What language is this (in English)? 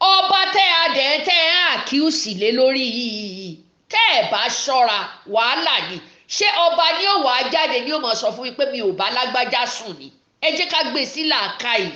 Yoruba